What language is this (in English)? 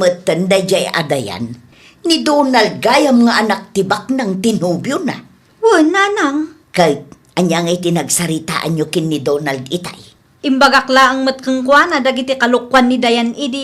Iloko